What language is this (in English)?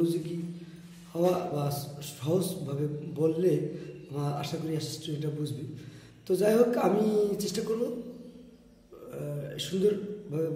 Bangla